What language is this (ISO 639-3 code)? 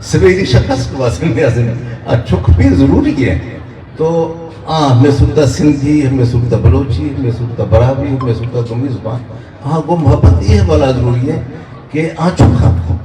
bgp